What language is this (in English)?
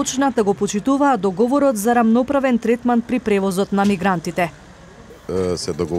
Macedonian